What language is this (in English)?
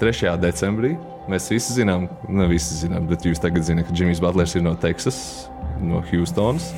Latvian